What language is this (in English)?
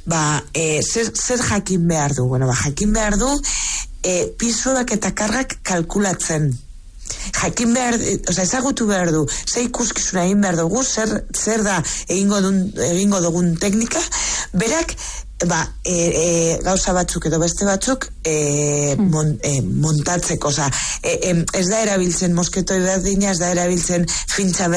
Basque